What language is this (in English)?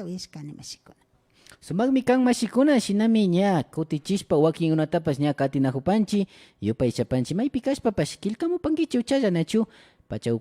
Imbabura Highland Quichua